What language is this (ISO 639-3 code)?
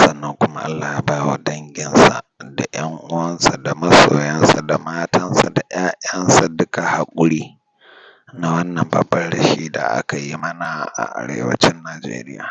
hau